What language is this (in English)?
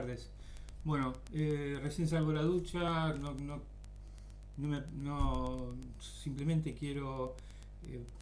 Spanish